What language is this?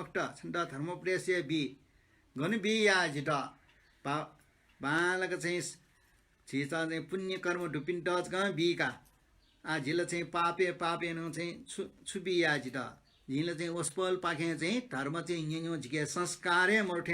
Newari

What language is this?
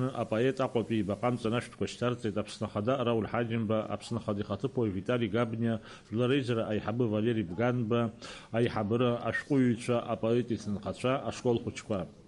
Abkhazian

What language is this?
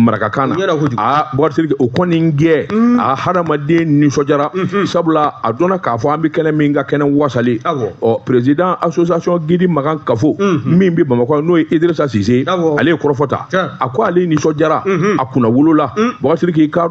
Bambara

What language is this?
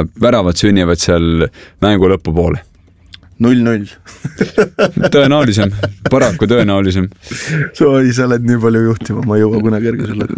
Estonian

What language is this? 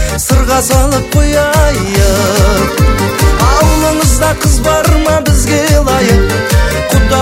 Kazakh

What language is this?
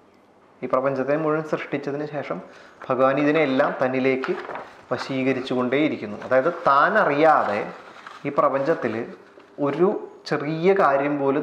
Malayalam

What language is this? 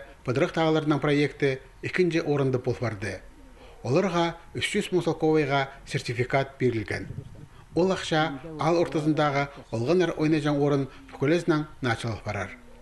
Khakas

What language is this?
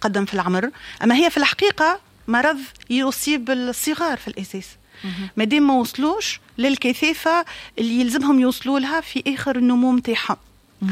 Tunisian Arabic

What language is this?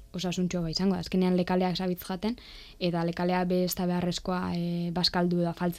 Basque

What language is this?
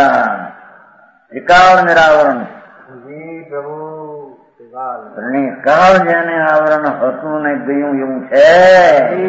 Gujarati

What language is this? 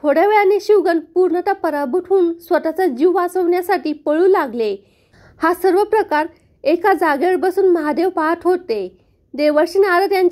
Marathi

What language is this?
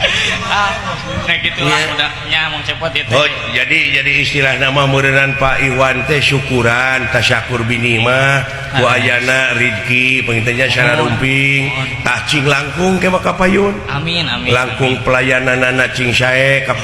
Sundanese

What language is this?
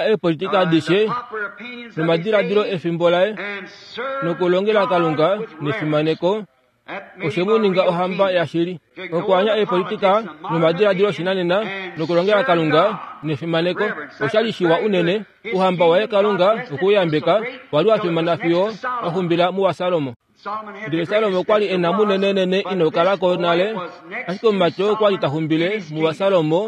Kuanyama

